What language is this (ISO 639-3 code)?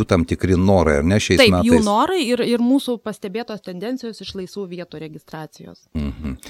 lit